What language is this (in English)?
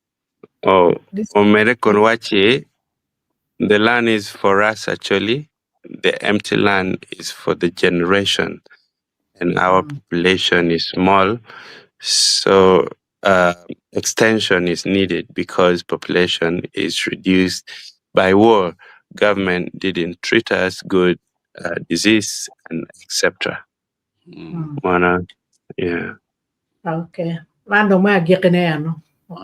Acoli